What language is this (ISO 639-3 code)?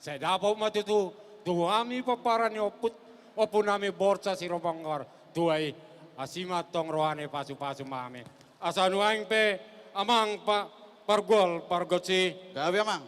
bbc